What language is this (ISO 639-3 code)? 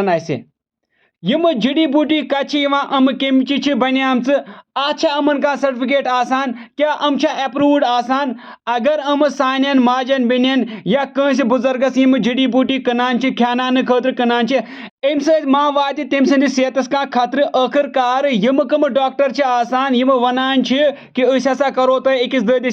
kas